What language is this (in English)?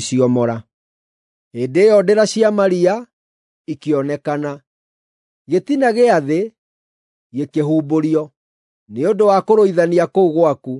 Kikuyu